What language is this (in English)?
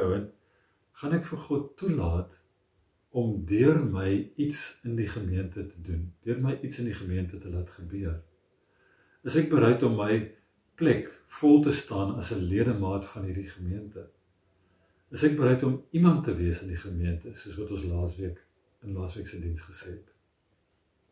Afrikaans